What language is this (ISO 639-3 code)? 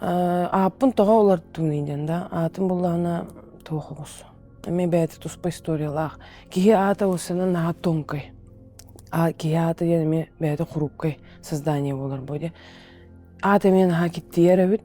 sah